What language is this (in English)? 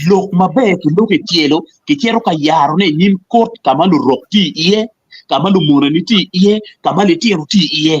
Acoli